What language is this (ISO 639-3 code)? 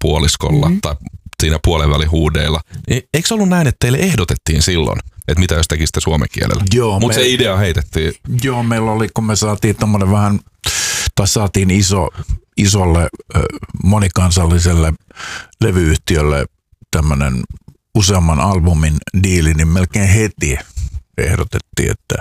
fin